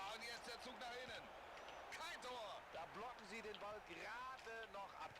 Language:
Bavarian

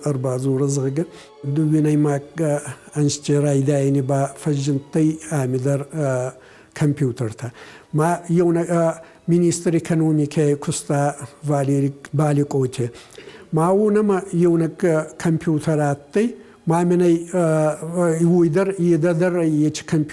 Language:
Ossetic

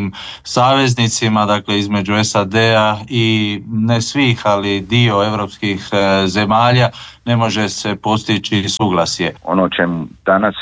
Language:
Croatian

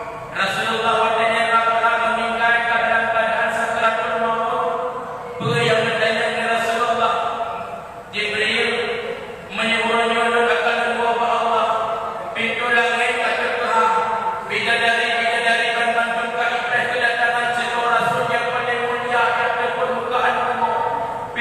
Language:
Achinese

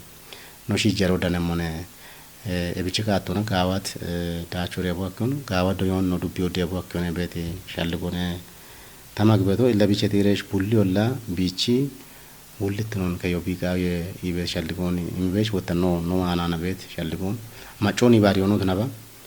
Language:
Kafa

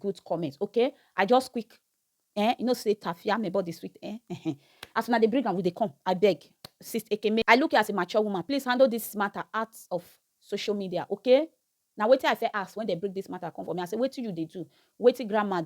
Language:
Nigerian Pidgin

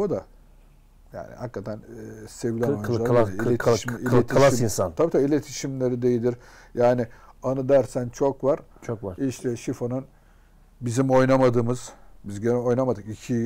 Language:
Turkish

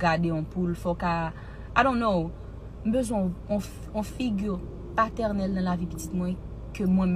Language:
Haitian Creole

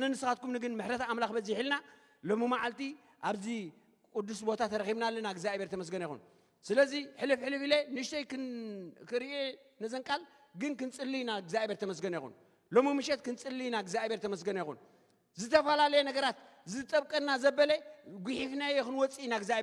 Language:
Tigrinya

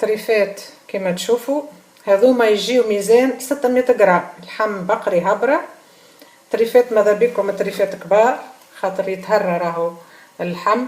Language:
Tunisian Arabic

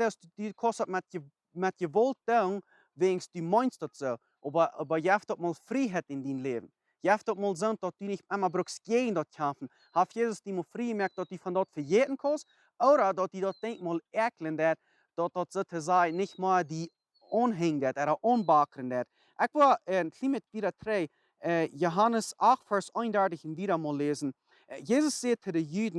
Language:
Plautdietsch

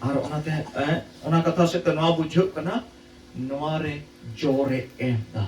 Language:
Santali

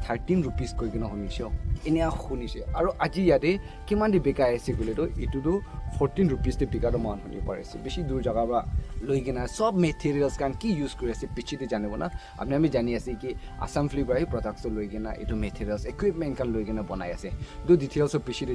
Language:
Naga Pidgin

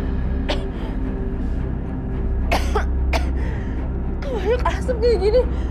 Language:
Indonesian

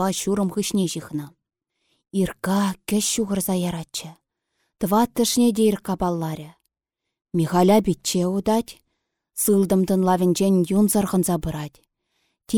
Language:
Chuvash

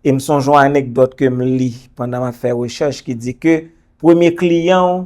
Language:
Haitian Creole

